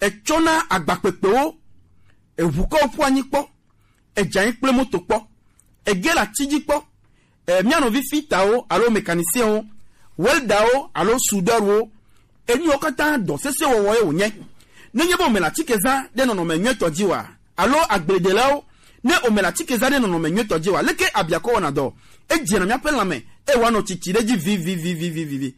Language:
Gen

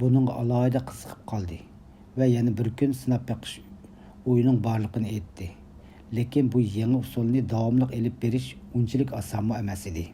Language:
Uyghur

